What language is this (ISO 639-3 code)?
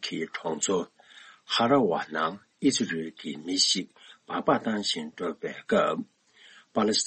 bod